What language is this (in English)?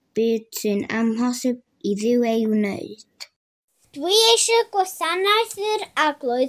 Welsh